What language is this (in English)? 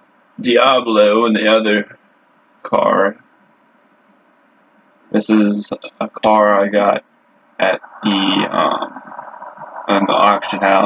English